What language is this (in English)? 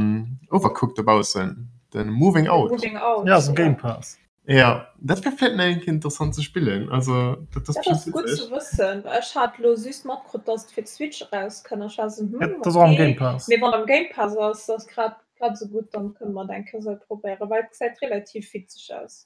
Luxembourgish